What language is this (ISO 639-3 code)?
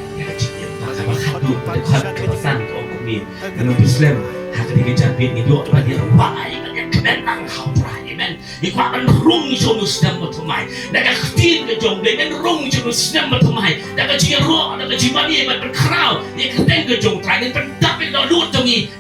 kha